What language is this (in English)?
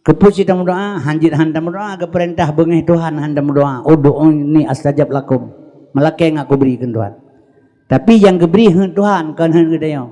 Achinese